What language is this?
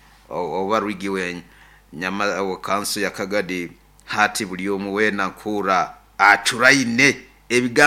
Nyoro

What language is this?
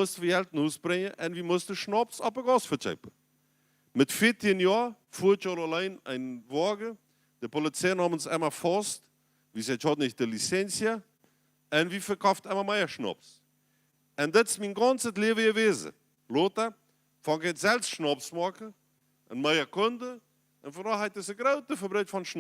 Plautdietsch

